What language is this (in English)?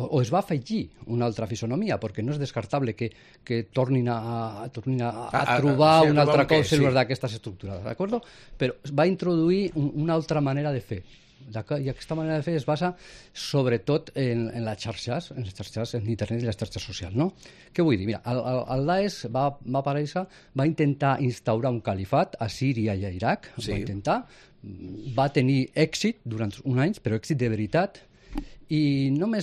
Catalan